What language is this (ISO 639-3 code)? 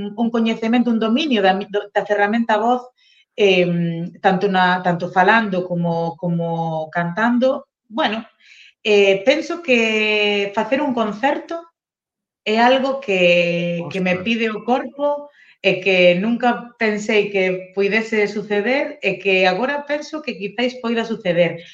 glg